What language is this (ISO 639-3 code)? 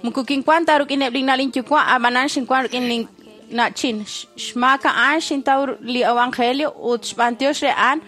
kek